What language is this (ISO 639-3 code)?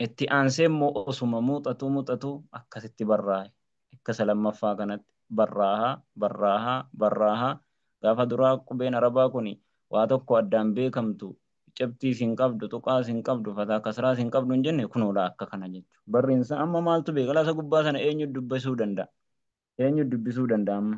orm